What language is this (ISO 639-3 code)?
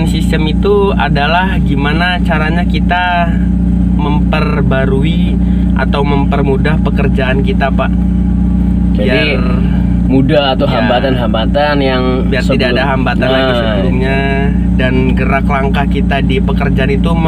ind